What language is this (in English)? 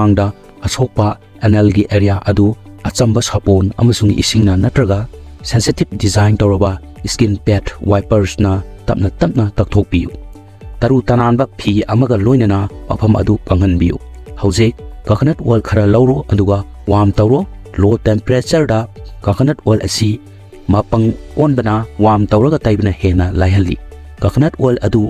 Manipuri